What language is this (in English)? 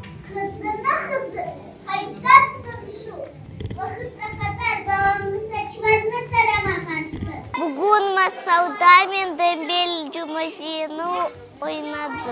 Crimean Tatar